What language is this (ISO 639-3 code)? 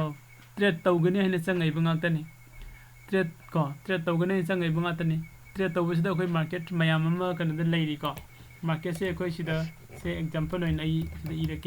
mni